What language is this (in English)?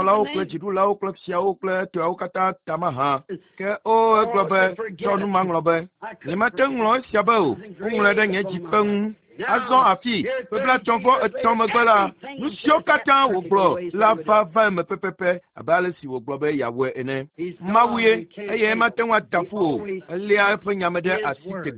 Ewe